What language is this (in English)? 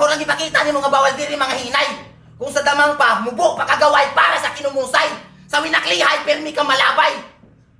Cebuano